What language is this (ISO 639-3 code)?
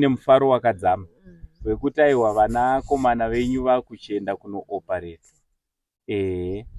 sna